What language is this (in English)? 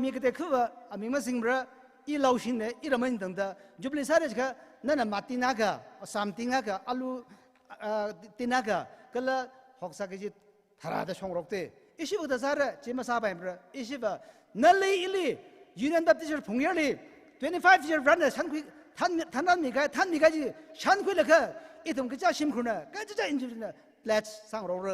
Tangkhul Naga (India)